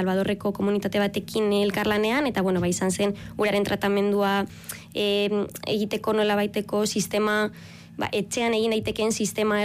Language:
Basque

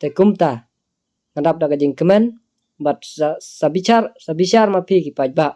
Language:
Khasi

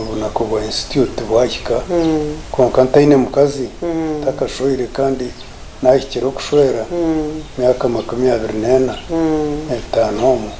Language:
Nyankole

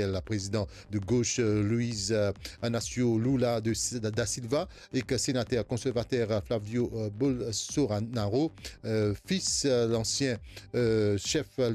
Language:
Morisyen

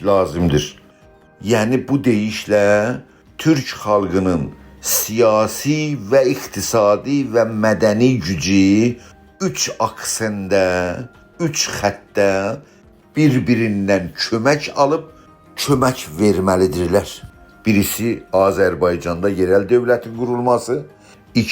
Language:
South Azerbaijani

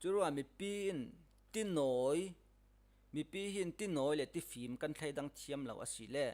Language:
Falam Chin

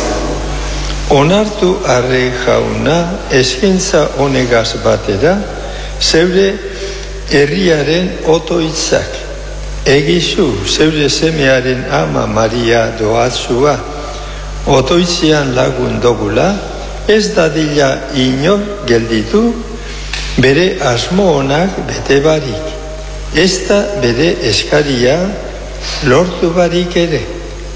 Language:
Basque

